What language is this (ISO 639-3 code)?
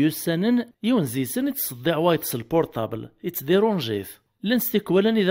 kab